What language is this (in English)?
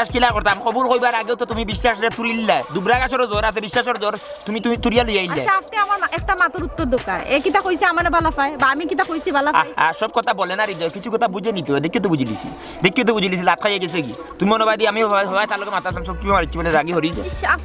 Sylheti